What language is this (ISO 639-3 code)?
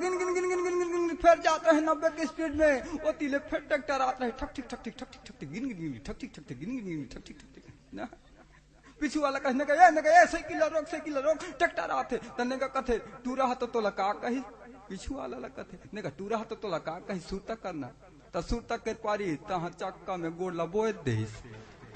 hne